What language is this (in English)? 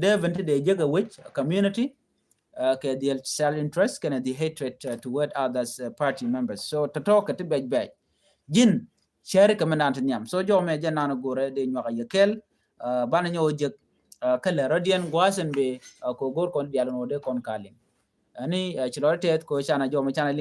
Nuer